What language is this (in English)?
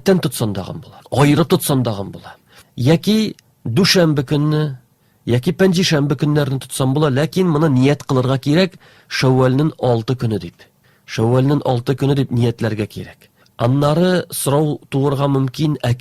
Tatar